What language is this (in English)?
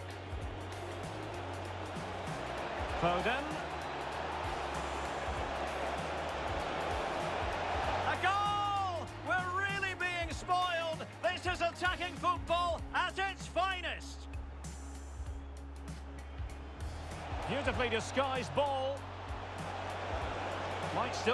English